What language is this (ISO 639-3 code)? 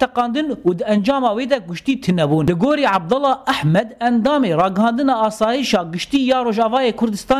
kur